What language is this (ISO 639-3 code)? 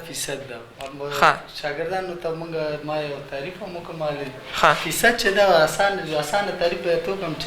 pus